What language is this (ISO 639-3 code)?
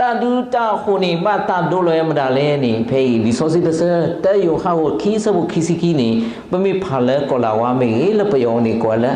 ksw